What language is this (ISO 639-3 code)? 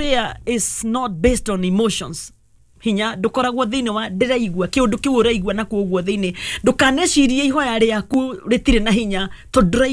kik